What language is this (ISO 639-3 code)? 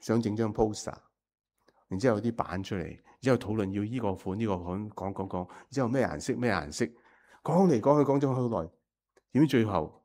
yue